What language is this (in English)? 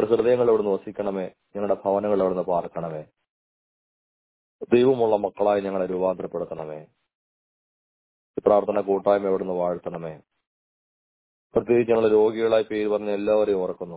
Malayalam